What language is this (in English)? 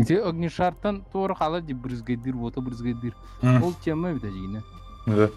Yakut